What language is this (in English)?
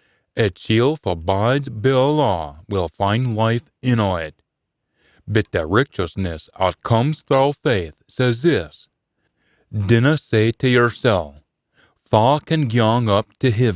Scots